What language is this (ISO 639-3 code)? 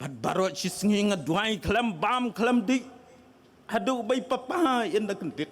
kha